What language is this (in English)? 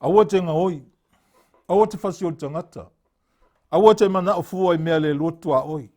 Samoan